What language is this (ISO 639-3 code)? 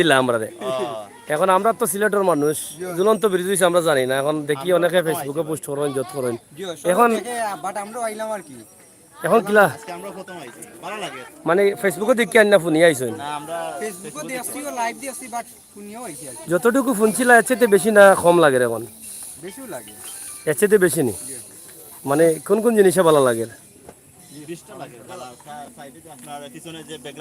syl